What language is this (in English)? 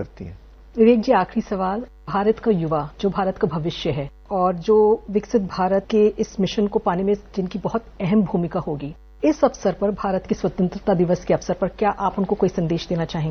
Hindi